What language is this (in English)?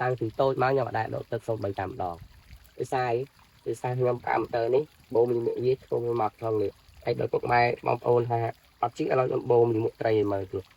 Khmer